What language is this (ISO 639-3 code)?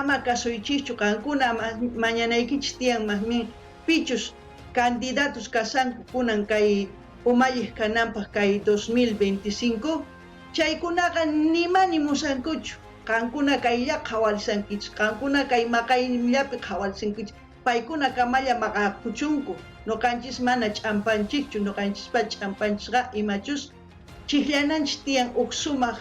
quh